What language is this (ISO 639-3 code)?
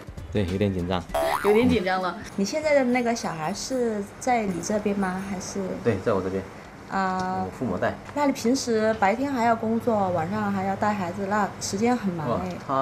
zho